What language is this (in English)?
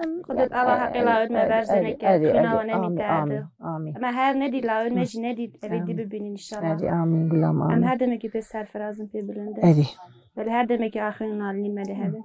Kurdish